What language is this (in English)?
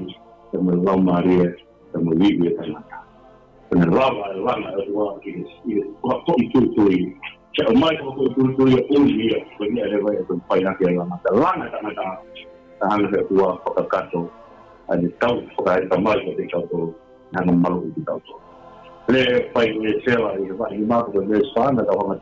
Tongan